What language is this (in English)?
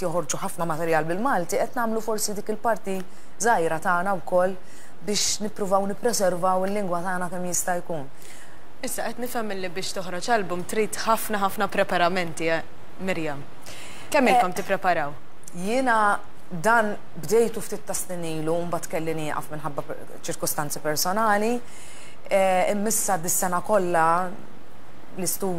Maltese